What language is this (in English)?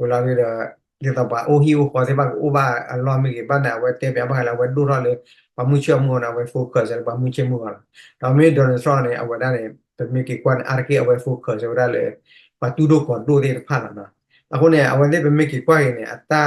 S'gaw Karen